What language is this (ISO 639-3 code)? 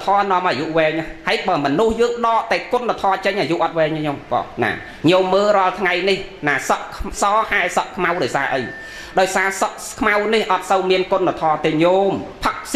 khm